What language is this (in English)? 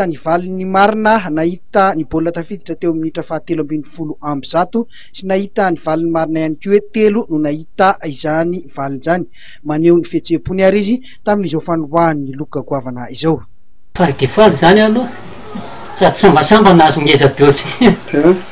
Malagasy